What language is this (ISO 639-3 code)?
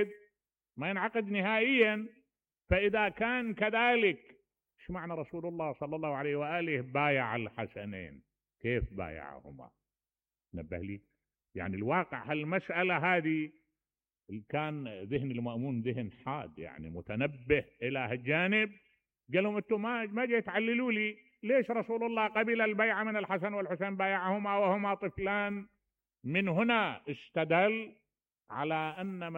acm